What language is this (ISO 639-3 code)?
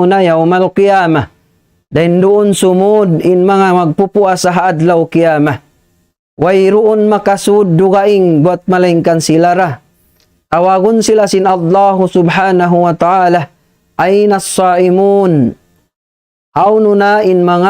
tsg